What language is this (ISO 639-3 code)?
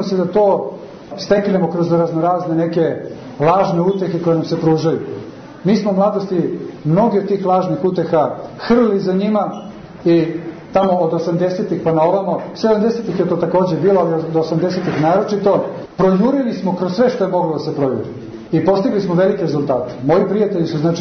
srp